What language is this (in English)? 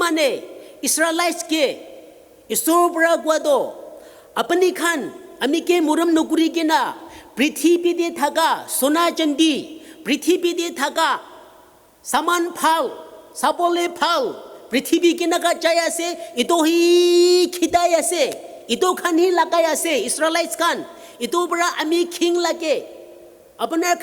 Naga Pidgin